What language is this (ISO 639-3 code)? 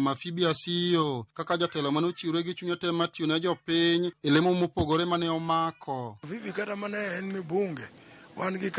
luo